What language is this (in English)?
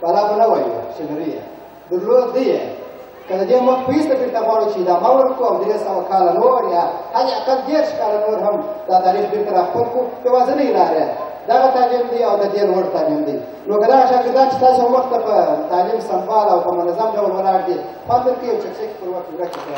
Pashto